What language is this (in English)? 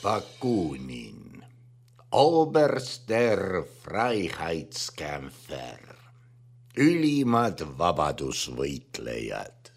Estonian